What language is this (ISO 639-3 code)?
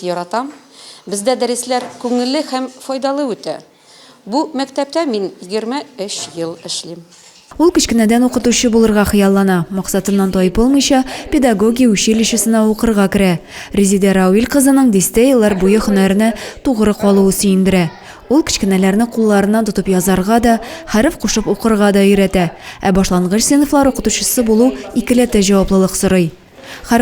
tat